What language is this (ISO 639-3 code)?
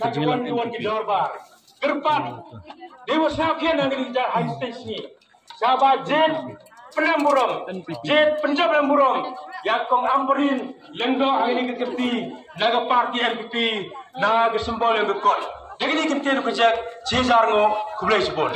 kha